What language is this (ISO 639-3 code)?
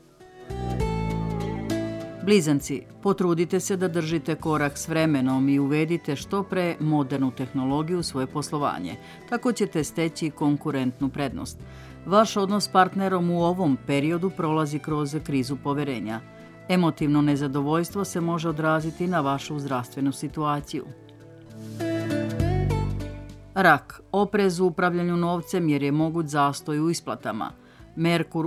srp